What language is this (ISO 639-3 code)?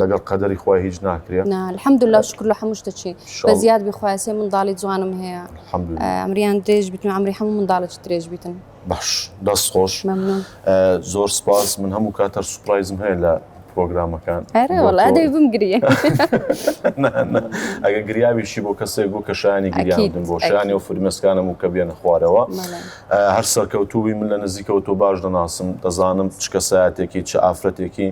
ckb